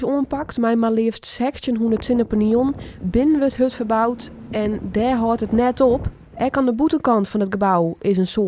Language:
Western Frisian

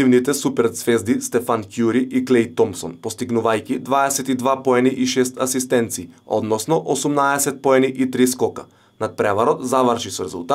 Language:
Macedonian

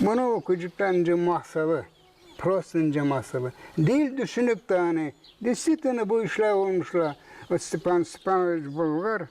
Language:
Gagauz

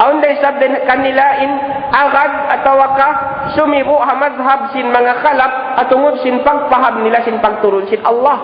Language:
Tausug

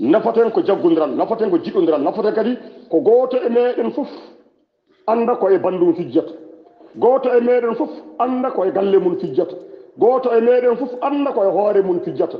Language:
Fula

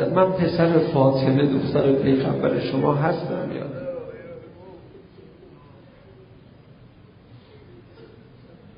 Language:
Persian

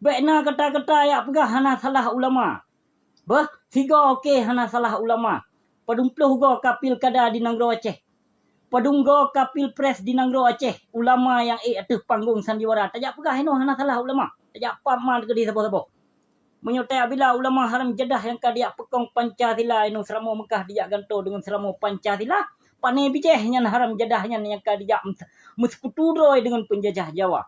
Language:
Achinese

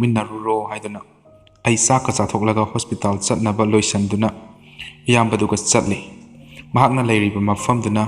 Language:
Manipuri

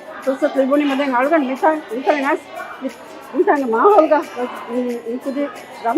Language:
Divehi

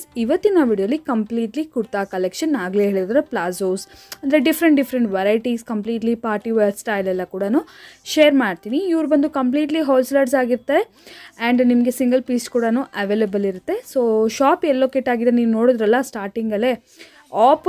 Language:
Kannada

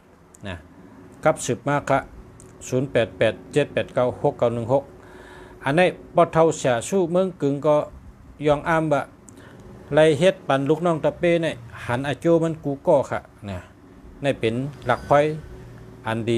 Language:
Shan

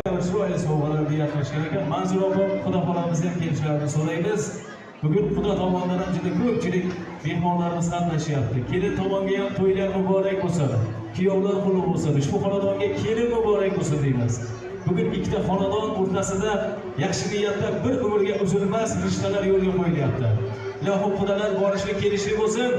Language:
Uzbek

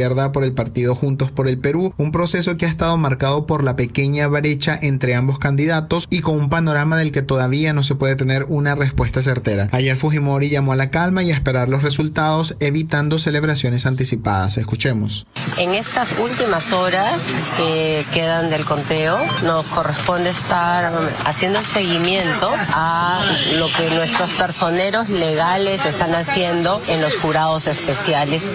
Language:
Spanish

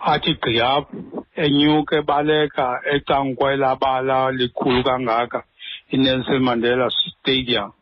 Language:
Xhosa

